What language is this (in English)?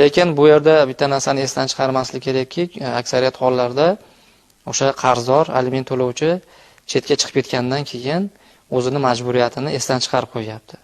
Uzbek